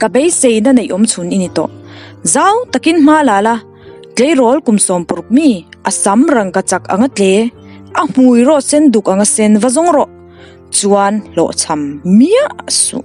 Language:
Mizo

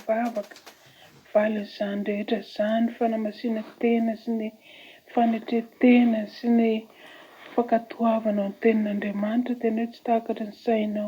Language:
Malagasy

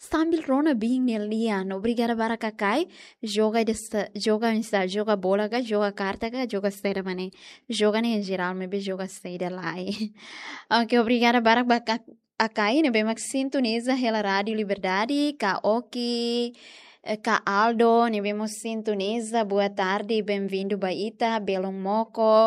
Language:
Tetum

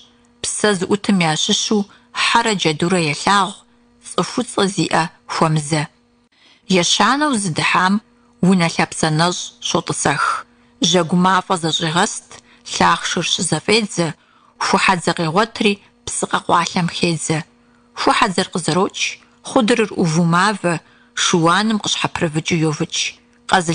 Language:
Kabardian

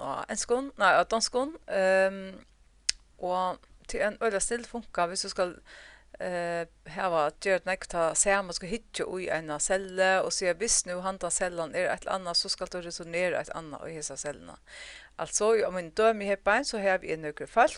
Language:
Faroese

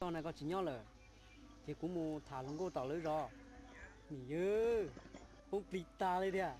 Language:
Hmong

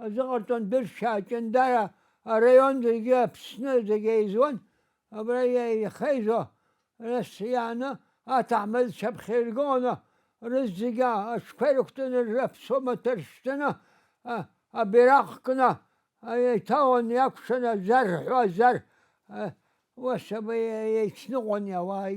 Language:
Abkhazian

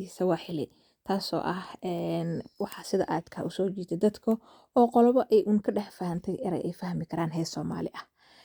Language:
Somali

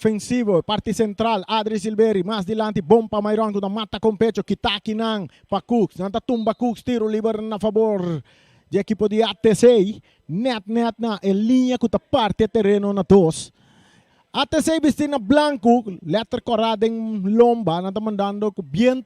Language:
Papiamento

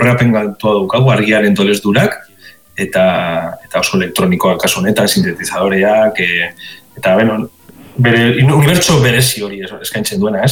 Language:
Basque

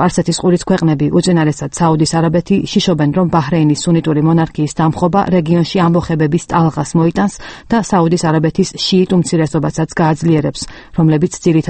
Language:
Georgian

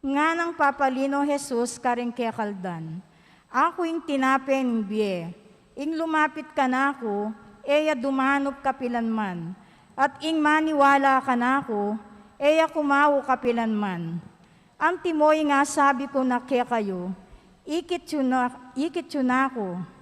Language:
Pampanga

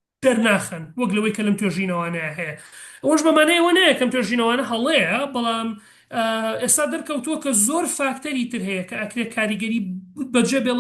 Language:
Central Kurdish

